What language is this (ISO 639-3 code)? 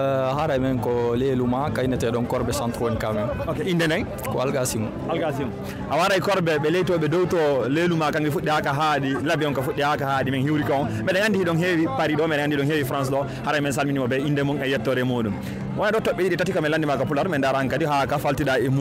ful